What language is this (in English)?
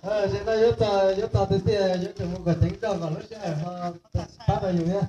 Hmong